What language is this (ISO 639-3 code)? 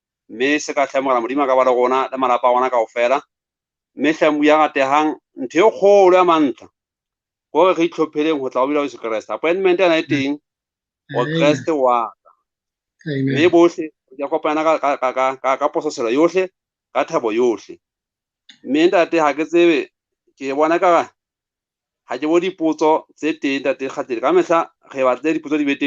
sot